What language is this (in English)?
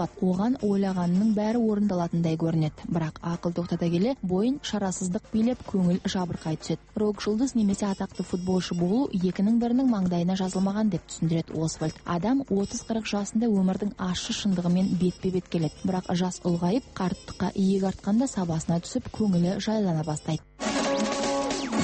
Kazakh